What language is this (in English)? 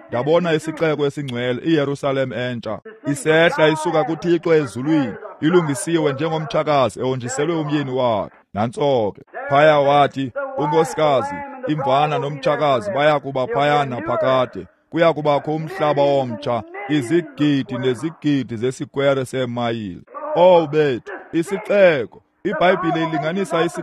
Xhosa